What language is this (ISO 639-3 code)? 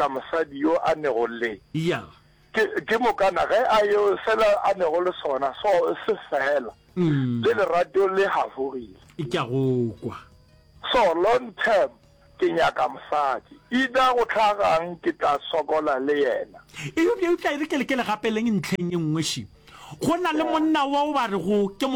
nso